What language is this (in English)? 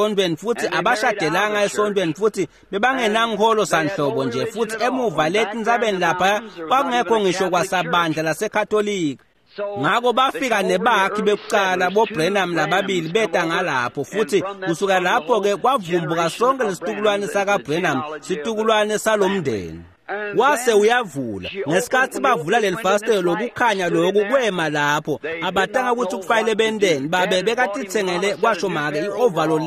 Swati